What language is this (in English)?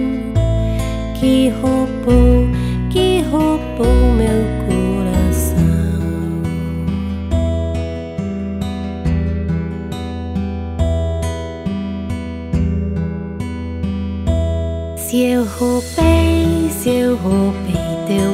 Portuguese